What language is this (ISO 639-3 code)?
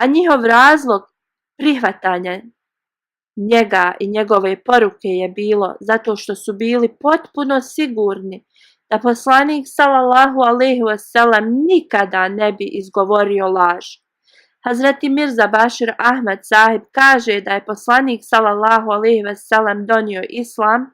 bos